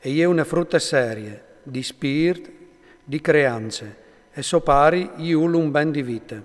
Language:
Friulian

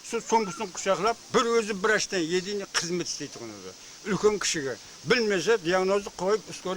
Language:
Kara-Kalpak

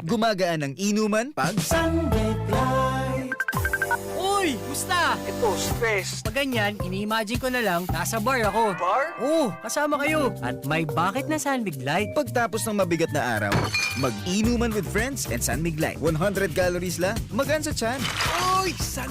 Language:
Bikol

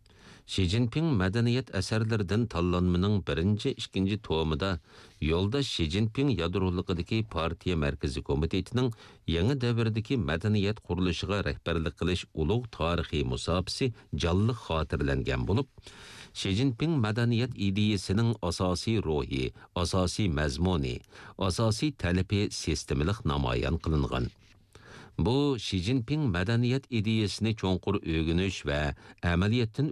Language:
Uyghur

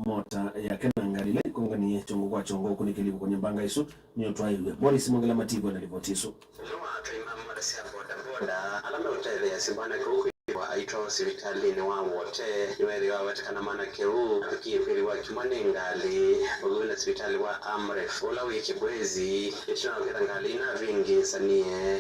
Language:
Kamba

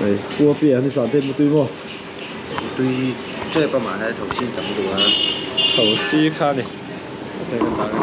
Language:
Mizo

